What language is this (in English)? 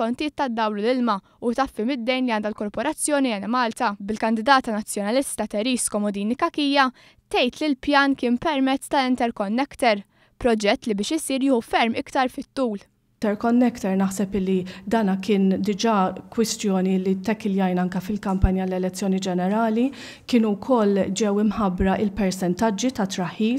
Maltese